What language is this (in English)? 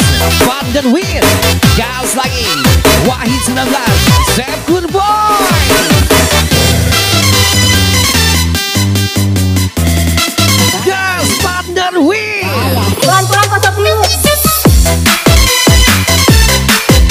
Indonesian